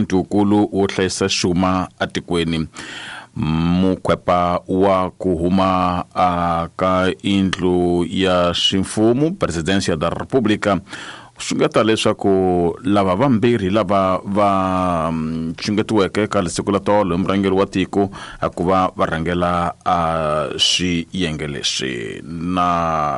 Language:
Tsonga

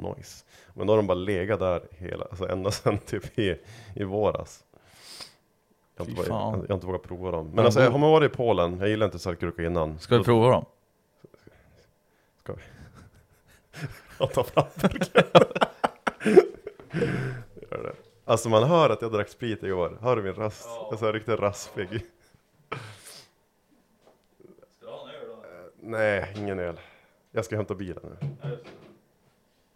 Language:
Swedish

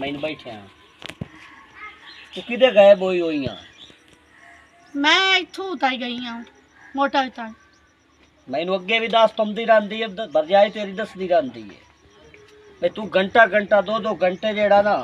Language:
Punjabi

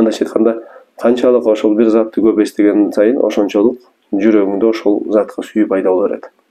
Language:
Kyrgyz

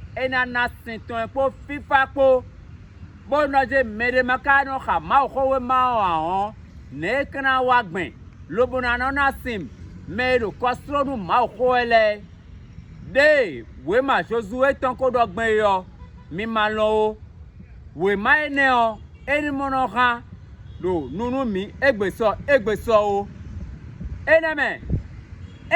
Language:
Fon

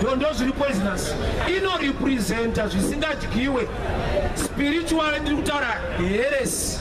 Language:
Shona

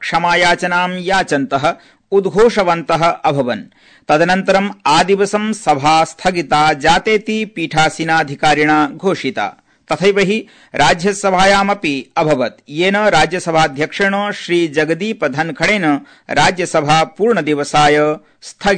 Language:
Sanskrit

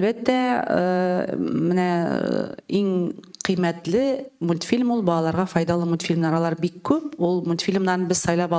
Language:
Tatar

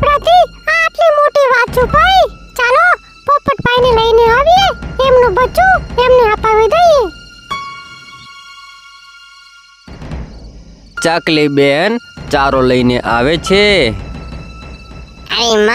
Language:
Gujarati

